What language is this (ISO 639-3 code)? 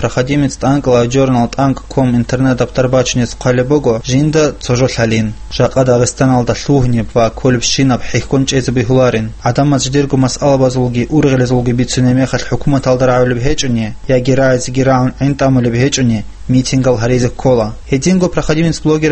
ava